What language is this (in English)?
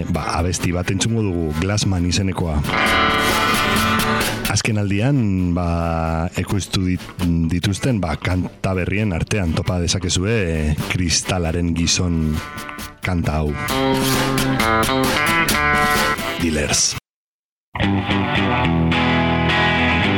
Basque